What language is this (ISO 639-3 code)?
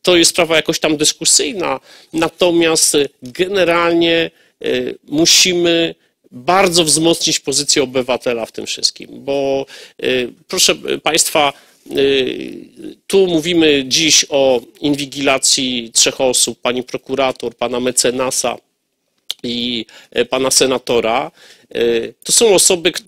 pol